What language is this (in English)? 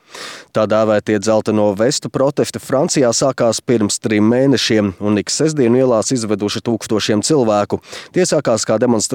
Latvian